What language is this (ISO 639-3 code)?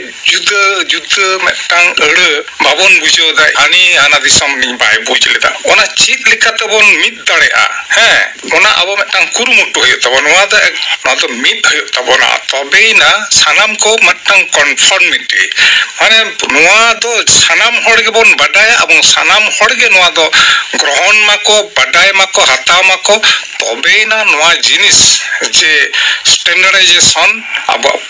sat